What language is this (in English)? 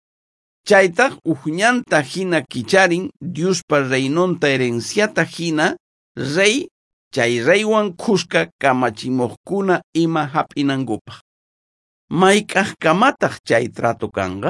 South Bolivian Quechua